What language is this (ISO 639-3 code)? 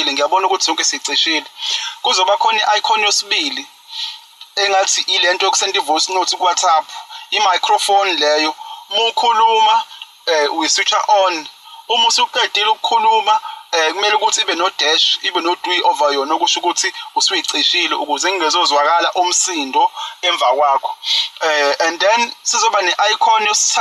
zul